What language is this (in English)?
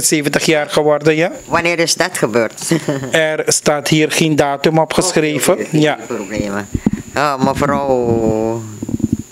Dutch